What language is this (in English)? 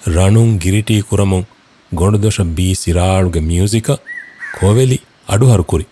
Divehi